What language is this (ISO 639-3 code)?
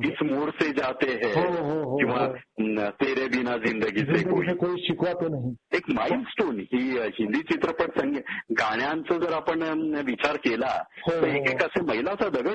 mar